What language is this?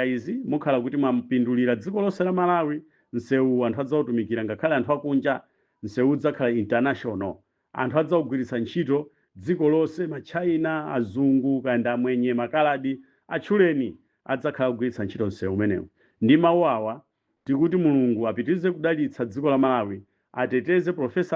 Nyanja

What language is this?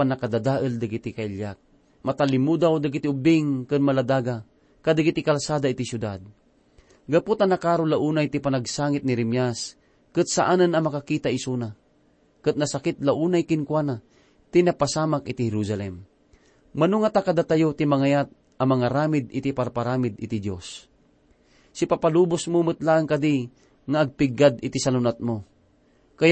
Iloko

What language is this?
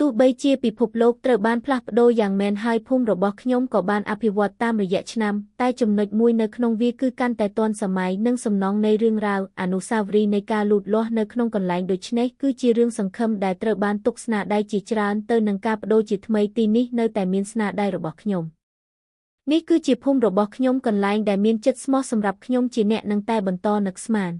Khmer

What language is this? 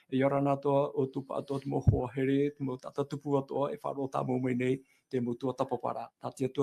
Tahitian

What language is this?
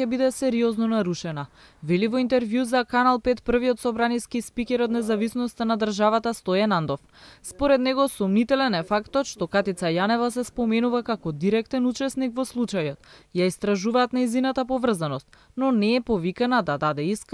Macedonian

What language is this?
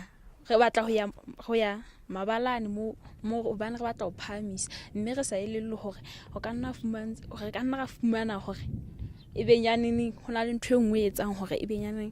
Southern Sotho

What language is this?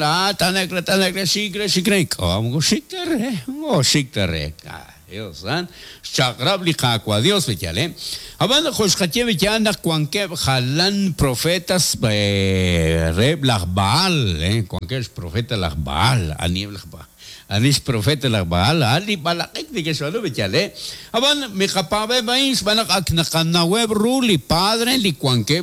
Kekchí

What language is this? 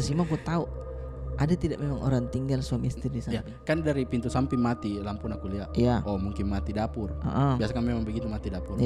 Makassar Malay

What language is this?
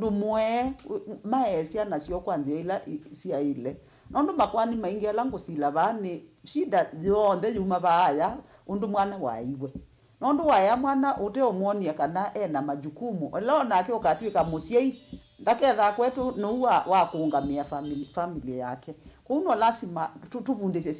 Kamba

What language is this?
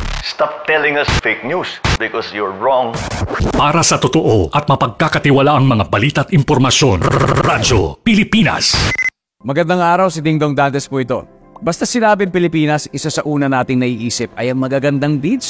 Filipino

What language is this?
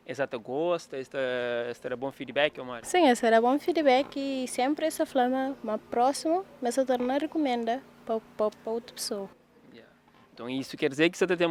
Kabuverdianu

